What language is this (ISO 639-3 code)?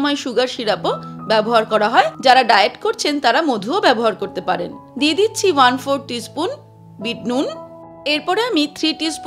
ben